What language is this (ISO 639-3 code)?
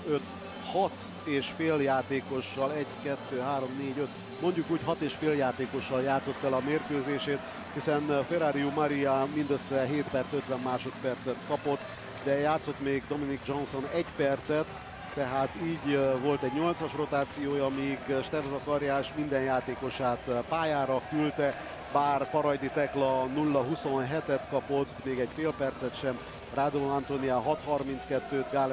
hun